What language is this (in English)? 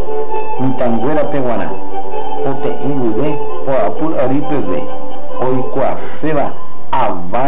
Guarani